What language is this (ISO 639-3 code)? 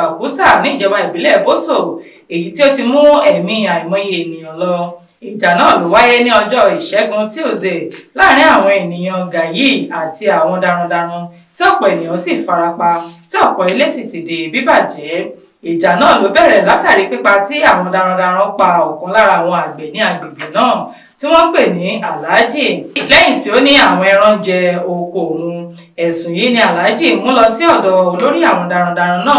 yor